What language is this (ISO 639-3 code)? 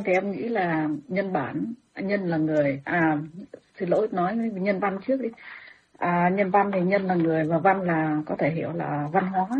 vie